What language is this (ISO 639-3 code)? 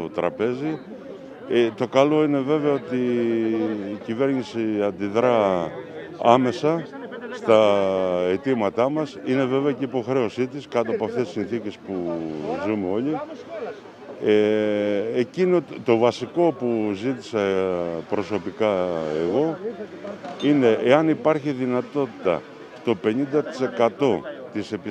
ell